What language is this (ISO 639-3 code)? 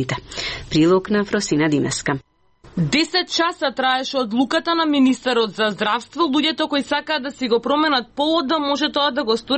mkd